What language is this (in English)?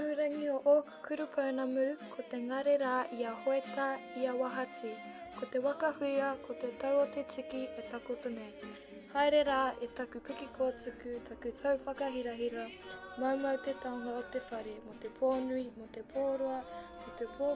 Māori